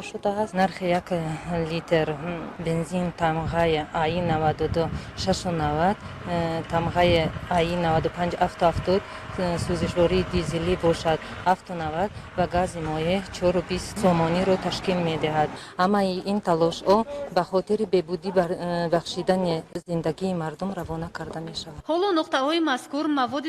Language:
Tajik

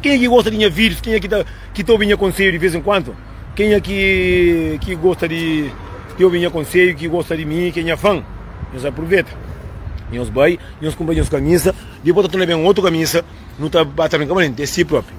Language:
Kabuverdianu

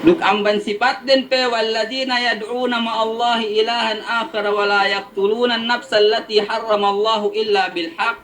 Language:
Yakan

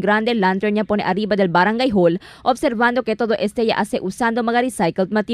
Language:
Chavacano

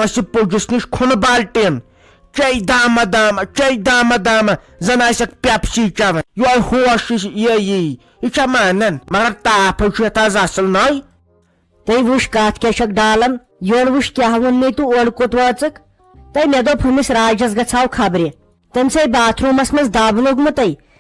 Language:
Kashmiri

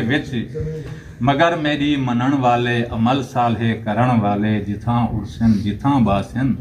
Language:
Saraiki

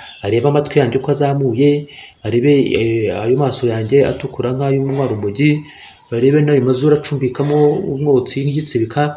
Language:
Kinyarwanda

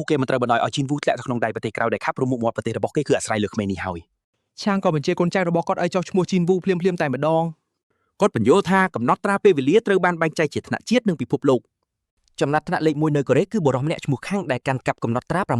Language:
Khmer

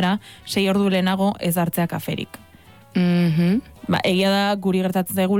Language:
Basque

